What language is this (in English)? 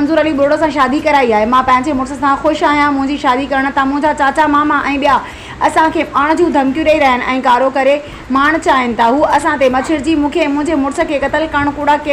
Sindhi